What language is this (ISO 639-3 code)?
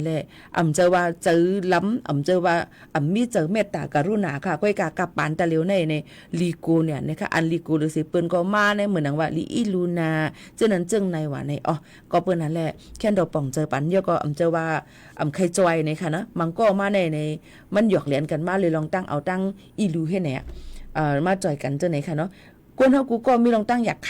shn